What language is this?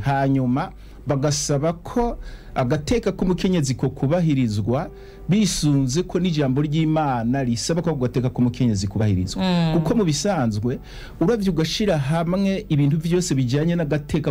Rundi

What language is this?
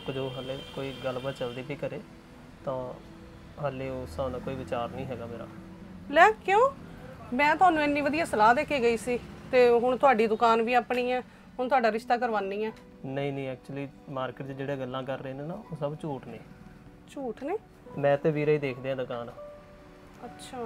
Punjabi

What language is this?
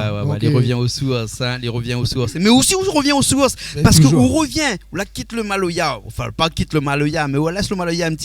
Réunion Creole French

